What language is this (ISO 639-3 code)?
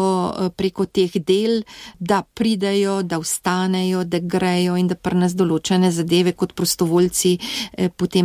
slv